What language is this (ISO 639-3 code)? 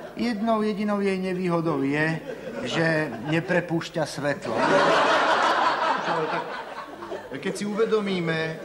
slk